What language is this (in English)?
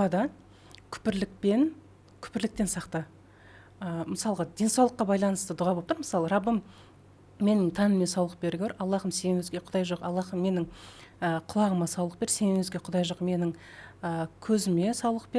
Kazakh